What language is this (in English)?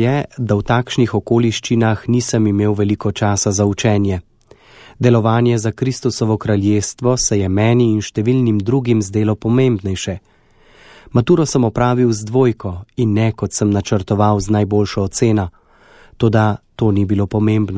Slovenian